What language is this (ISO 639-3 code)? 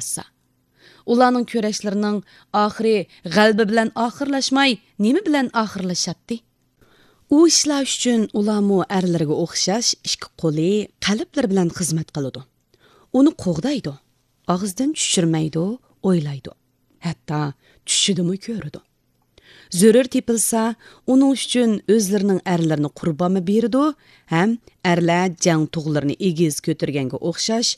uig